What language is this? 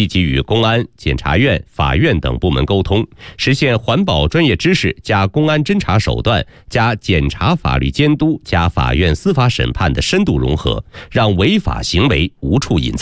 Chinese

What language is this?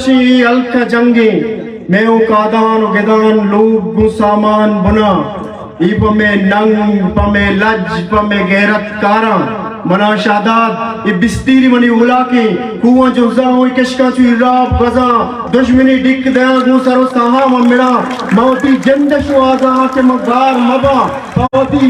Eastern Balochi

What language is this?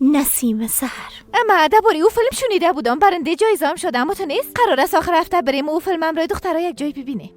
Persian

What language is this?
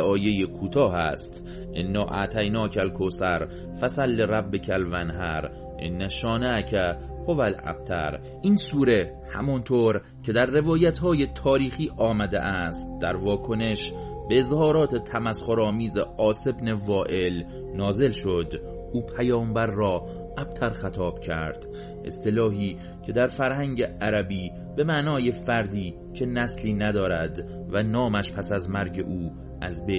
Persian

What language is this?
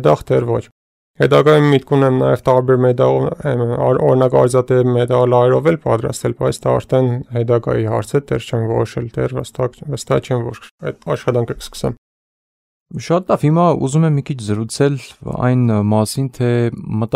Armenian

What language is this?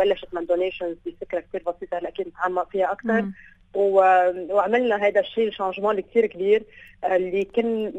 North Levantine Arabic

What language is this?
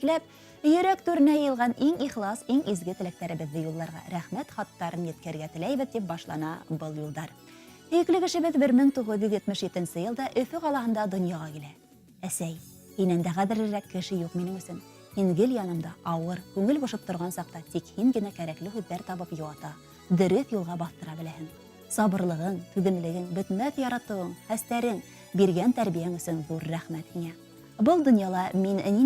Bashkir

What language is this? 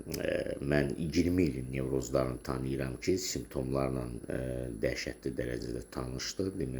Azerbaijani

